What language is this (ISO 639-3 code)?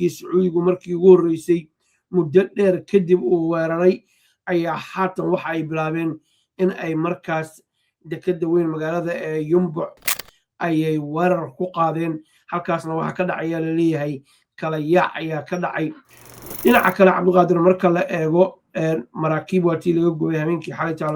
som